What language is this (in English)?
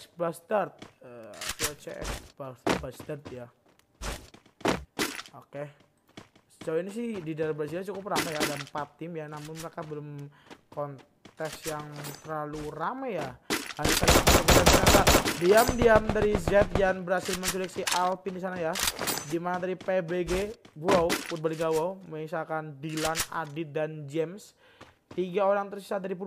Indonesian